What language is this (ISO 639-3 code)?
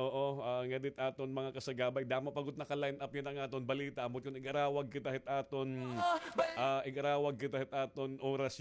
war